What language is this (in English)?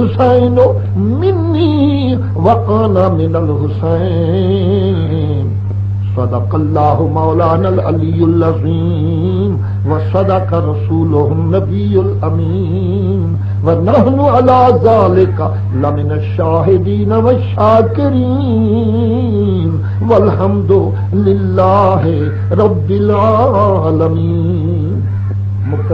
Saraiki